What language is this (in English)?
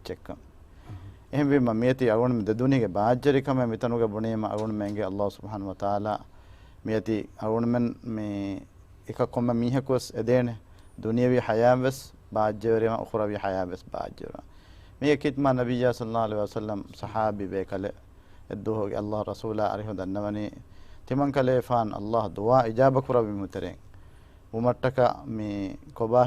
Divehi